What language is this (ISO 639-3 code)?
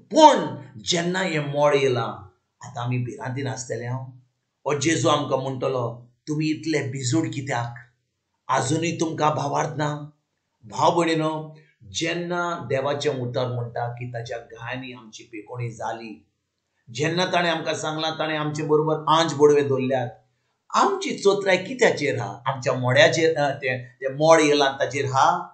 kok